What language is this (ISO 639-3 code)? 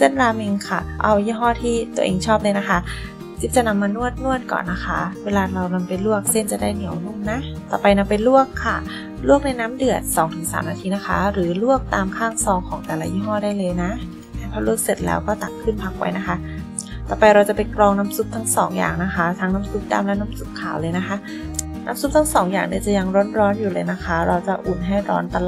tha